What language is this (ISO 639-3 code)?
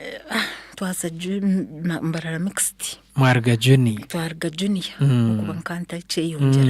nyn